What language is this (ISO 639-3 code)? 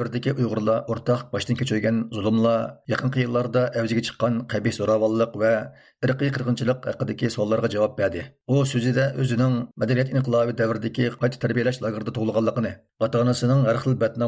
uig